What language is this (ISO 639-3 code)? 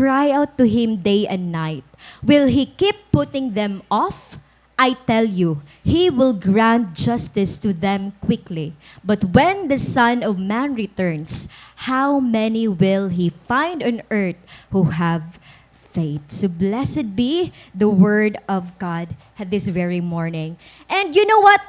war